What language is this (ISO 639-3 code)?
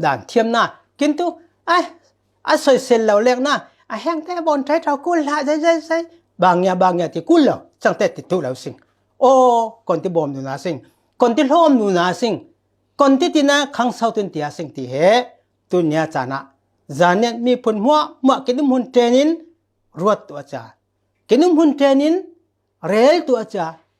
cfm